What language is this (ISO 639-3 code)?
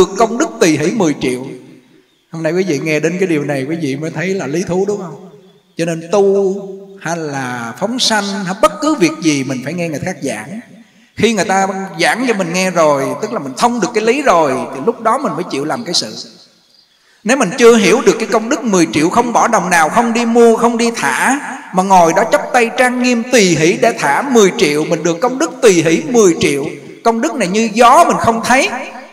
vie